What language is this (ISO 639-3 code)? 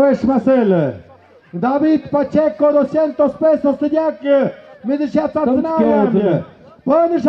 mxp